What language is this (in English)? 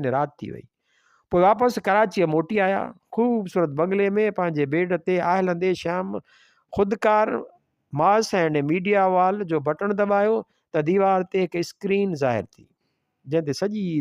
Sindhi